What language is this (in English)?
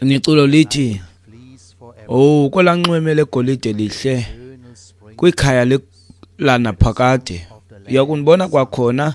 Xhosa